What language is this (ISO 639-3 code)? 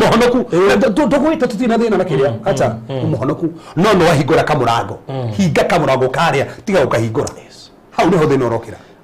kik